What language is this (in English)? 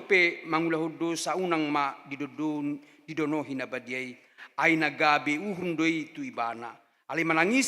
Batak Toba